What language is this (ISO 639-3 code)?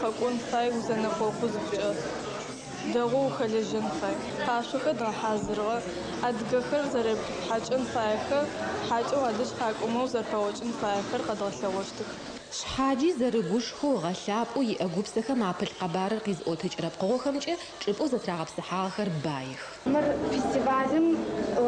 ady